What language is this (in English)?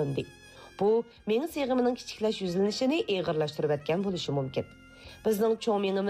Uyghur